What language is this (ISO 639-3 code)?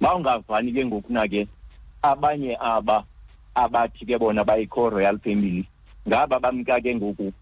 xho